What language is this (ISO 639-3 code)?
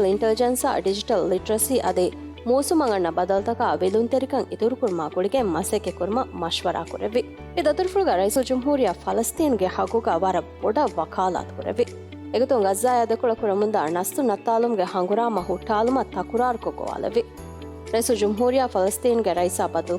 div